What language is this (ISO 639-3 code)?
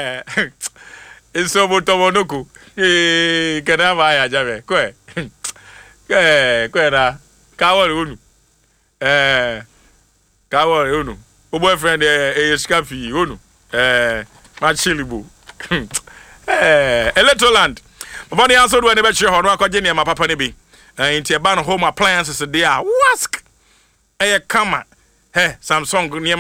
aka